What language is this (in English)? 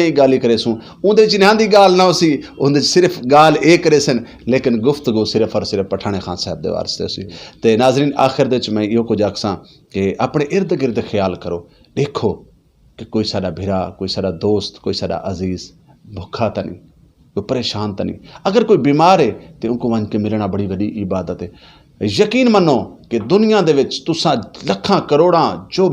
Saraiki